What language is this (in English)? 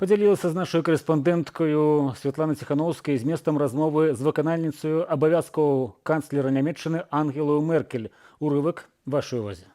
Belarusian